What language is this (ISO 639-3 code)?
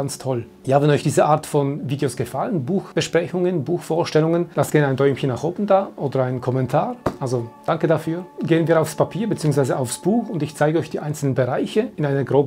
deu